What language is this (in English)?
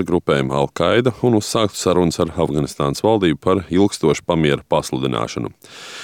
Latvian